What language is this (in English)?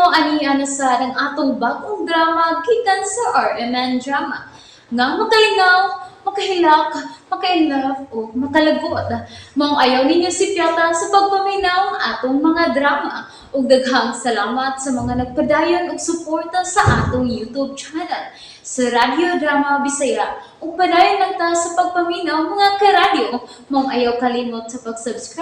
Cebuano